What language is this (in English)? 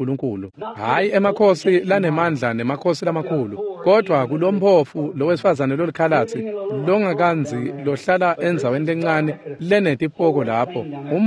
Swati